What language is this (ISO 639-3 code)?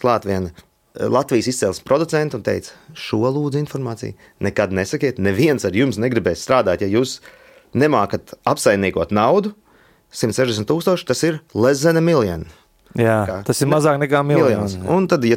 lav